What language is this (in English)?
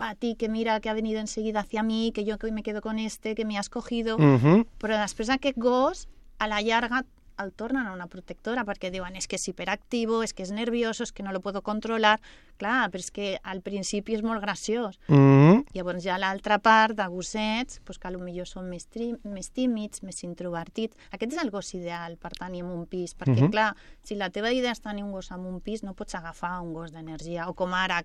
Catalan